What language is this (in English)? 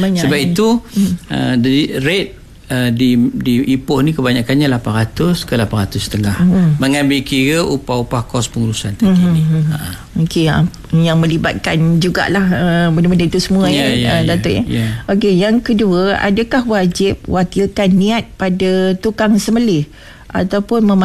Malay